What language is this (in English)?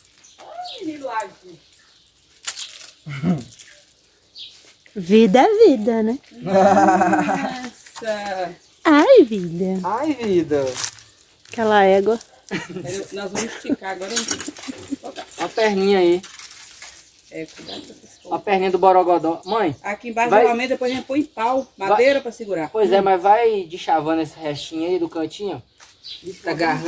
Portuguese